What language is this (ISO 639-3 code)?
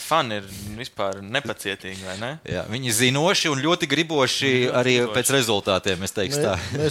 lav